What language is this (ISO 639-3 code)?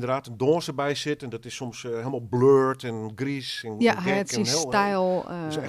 fry